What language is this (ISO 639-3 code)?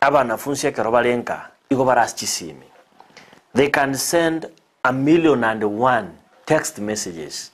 guz